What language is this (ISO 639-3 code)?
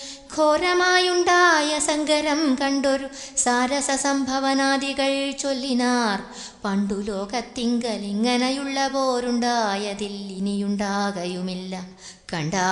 mal